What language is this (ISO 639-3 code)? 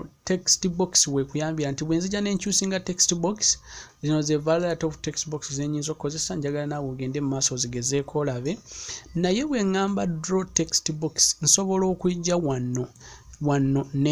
lug